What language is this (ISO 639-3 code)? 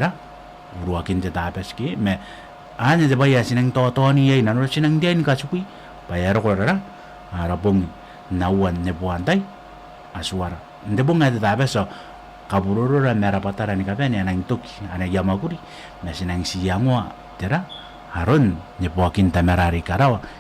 gil